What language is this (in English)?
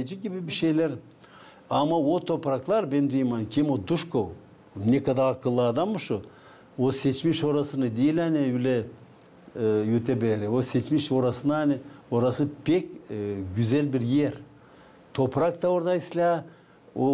Gagauz